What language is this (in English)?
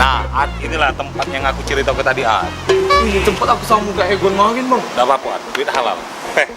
Musi